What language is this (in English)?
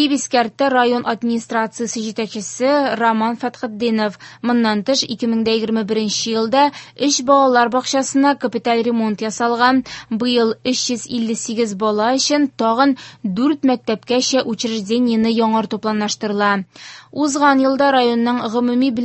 Tatar